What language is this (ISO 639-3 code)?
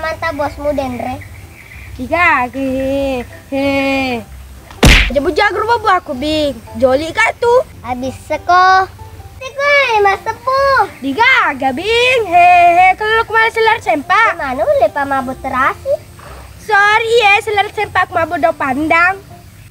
bug